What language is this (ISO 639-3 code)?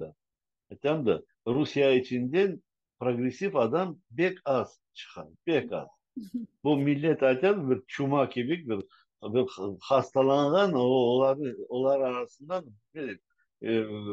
crh